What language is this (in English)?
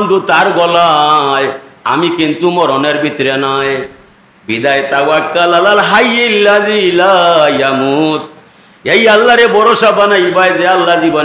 Sylheti